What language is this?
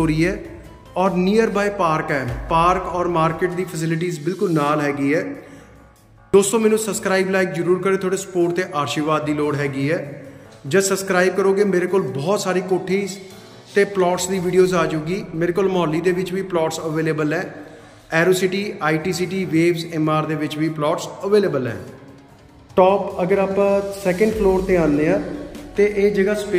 Punjabi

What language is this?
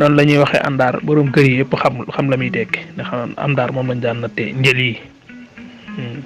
Wolof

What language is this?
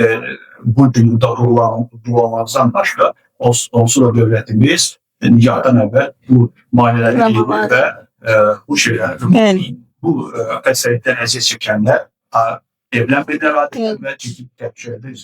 Azerbaijani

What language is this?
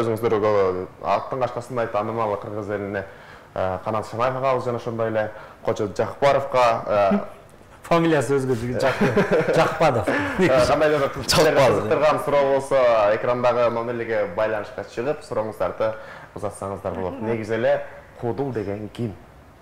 Kyrgyz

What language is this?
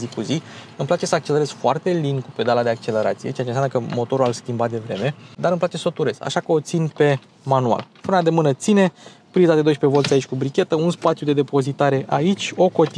Romanian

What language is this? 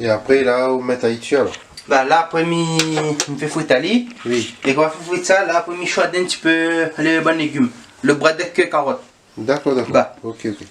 Réunion Creole French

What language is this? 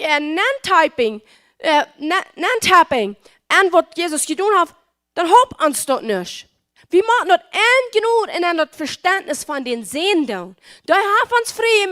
Plautdietsch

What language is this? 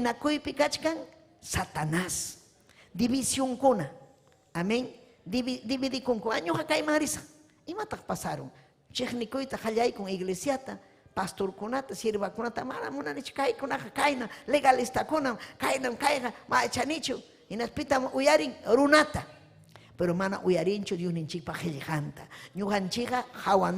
Ayacucho Quechua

